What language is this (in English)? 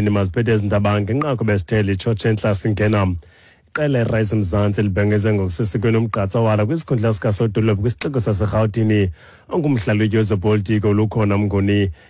Xhosa